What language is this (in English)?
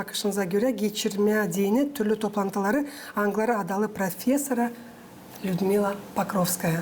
Gagauz